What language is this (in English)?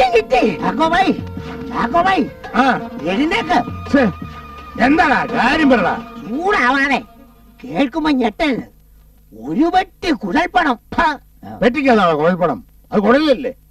Malayalam